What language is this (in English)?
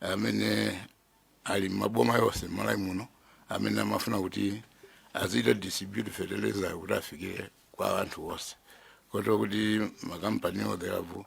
Nyanja